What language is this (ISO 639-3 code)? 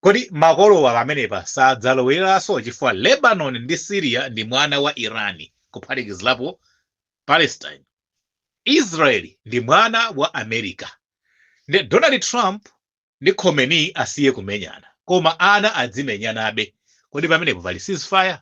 nya